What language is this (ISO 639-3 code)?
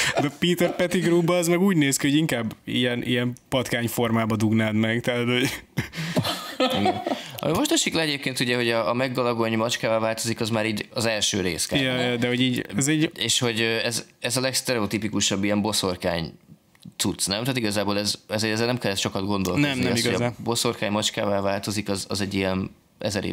hun